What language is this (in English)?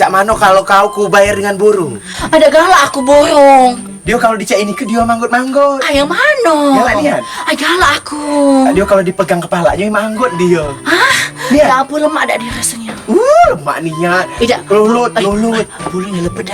Musi